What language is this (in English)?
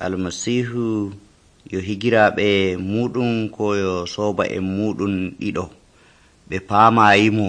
Nigerian Fulfulde